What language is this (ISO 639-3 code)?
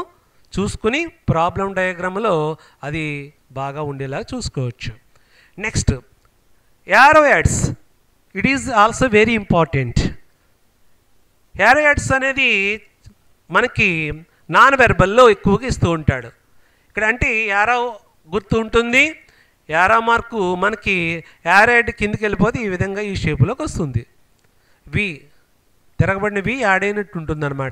tel